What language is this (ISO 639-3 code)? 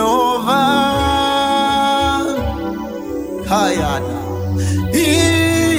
swa